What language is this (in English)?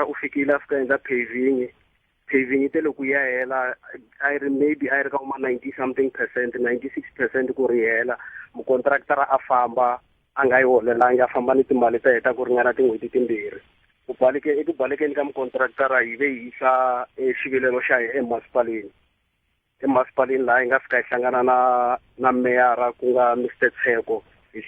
Tsonga